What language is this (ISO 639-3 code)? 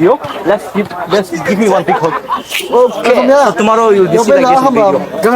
nmf